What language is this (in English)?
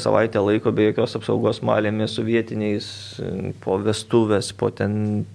Lithuanian